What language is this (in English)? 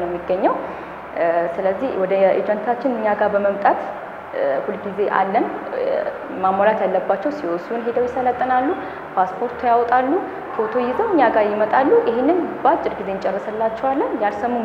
Amharic